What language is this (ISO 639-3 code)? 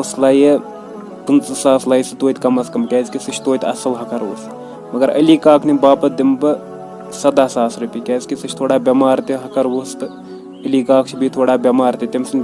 kas